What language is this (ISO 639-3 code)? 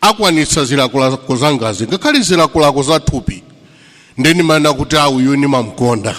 nya